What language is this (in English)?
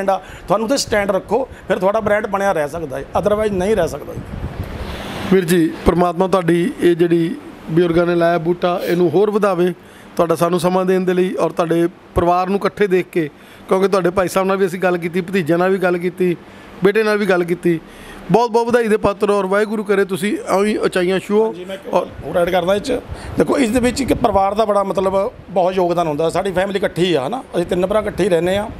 Punjabi